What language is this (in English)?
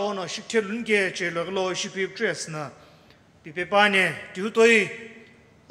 Sumi Naga